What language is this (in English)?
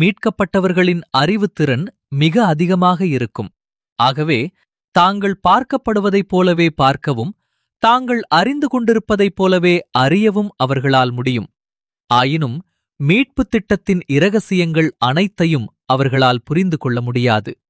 Tamil